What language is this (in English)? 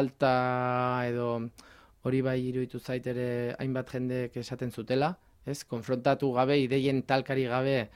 Basque